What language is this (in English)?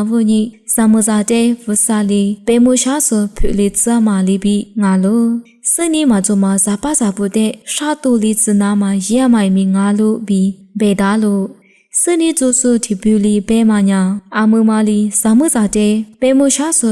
Lisu